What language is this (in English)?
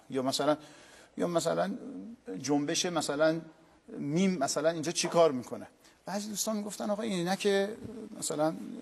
Persian